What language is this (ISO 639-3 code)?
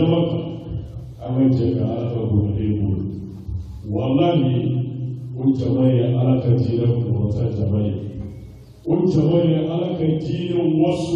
bam